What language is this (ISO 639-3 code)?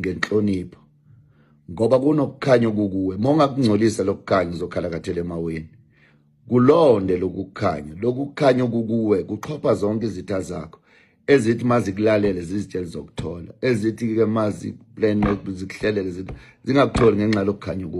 zul